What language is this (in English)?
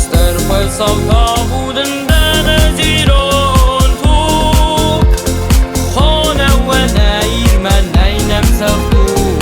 Ossetic